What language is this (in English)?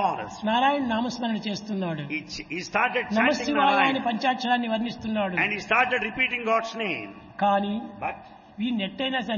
Telugu